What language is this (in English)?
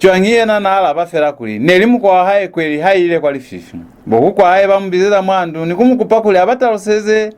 Lozi